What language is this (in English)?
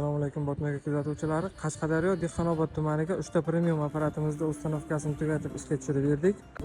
Uzbek